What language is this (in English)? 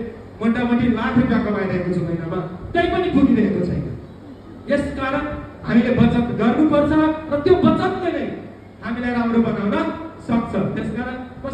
Nepali